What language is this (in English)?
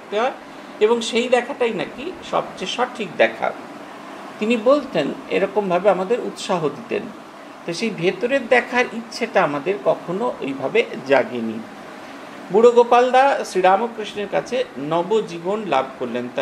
Bangla